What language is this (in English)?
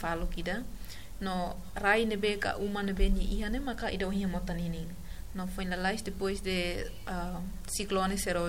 Tetum